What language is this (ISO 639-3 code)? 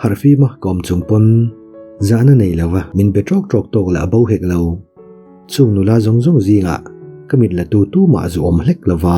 lus